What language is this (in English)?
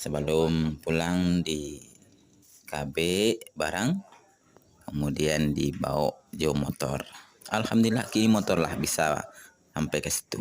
Minangkabau